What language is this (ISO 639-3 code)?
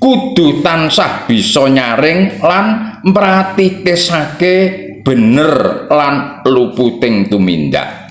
jav